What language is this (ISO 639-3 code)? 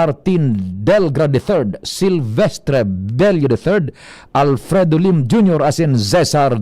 bik